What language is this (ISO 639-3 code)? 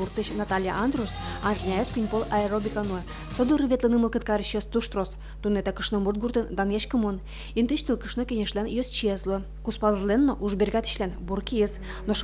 udm